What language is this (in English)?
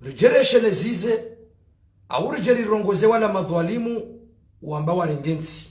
Ngazidja Comorian